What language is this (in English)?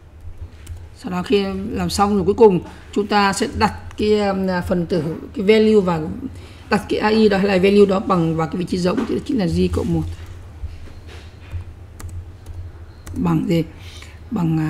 Vietnamese